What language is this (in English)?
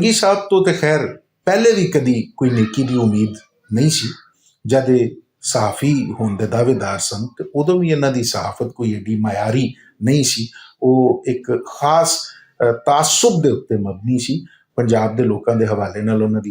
Western Panjabi